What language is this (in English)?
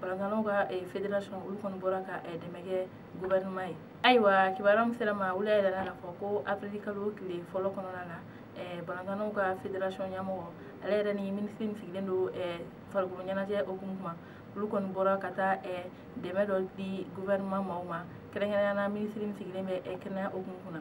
Bambara